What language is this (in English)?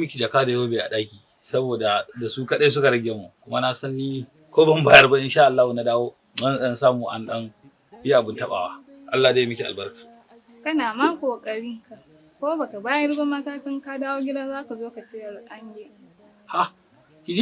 Hausa